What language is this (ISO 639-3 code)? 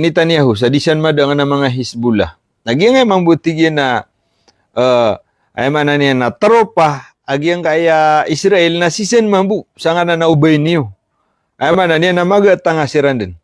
mrw